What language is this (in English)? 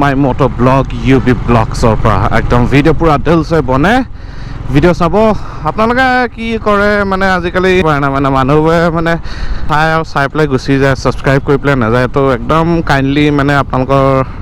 Assamese